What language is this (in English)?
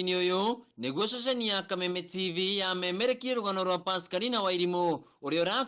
Kikuyu